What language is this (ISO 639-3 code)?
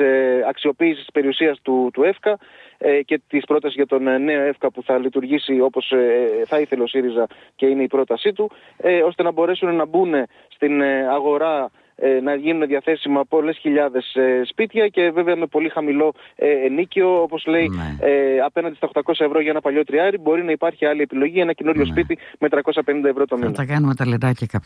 ell